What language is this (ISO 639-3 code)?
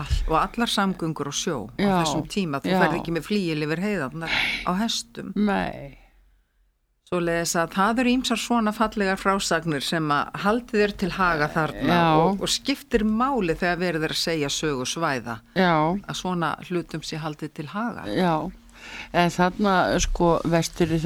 isl